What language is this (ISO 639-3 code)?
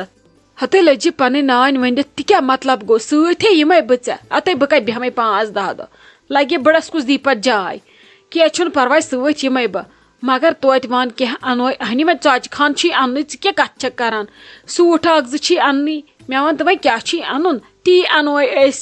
kas